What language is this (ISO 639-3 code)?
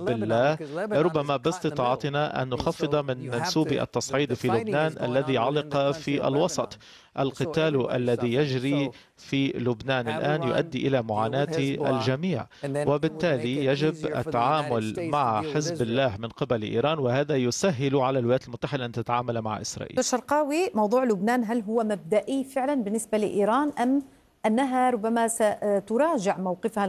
ara